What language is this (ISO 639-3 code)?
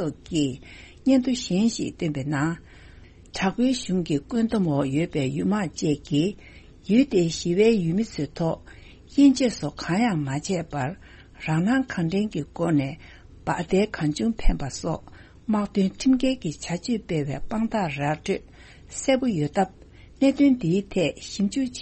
bod